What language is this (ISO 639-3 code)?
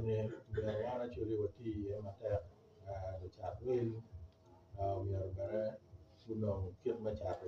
ach